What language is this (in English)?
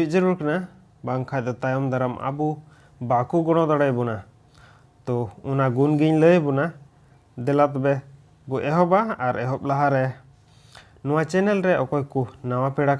Santali